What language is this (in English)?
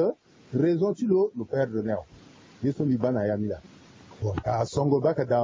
Sango